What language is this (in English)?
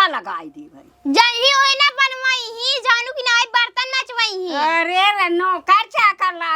Awadhi